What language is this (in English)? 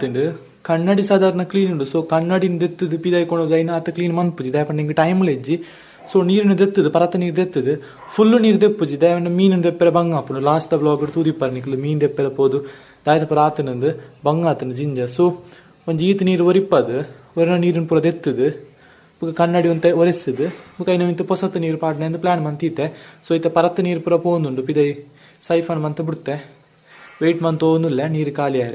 Tulu